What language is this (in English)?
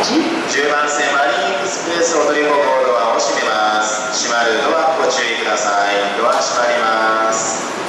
Japanese